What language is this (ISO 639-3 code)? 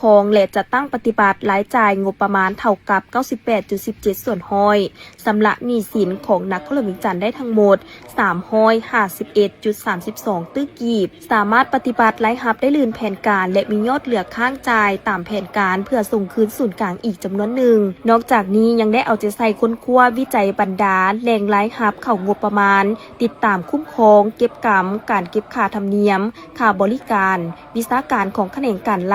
lao